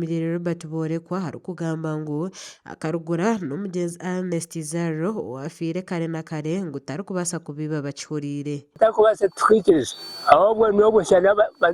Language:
Nyankole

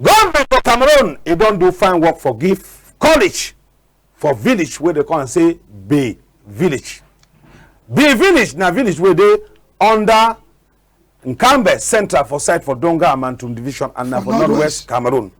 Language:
Cameroon Pidgin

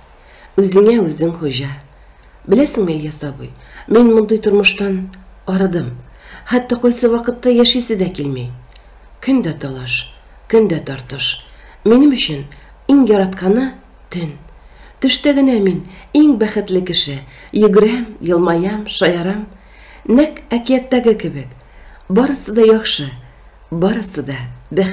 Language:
Tatar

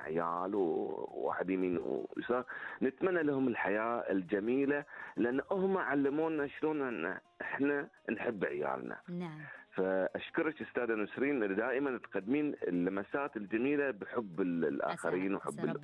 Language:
Gulf Arabic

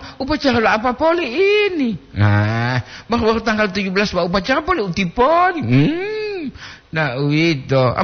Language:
Gorontalo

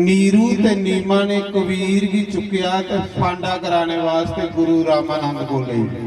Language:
Dogri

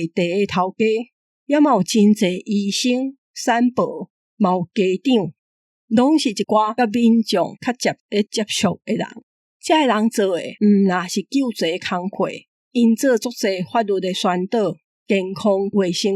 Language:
Min Nan Chinese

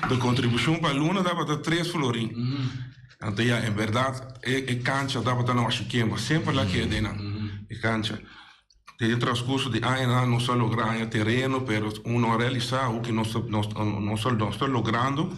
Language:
Papiamento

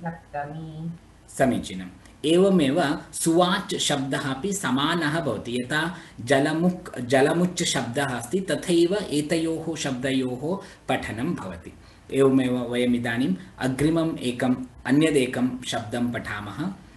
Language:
Sanskrit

